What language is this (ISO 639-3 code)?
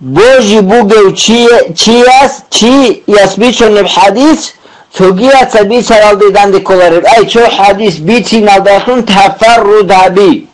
ava